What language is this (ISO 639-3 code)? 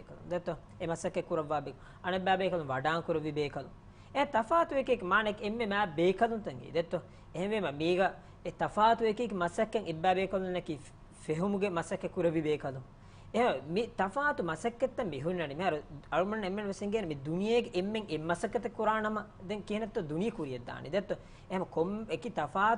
div